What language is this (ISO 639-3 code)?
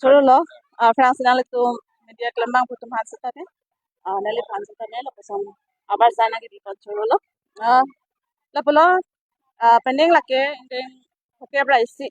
mjw